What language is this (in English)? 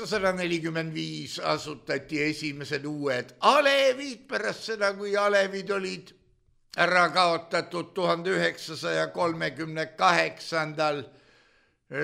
Estonian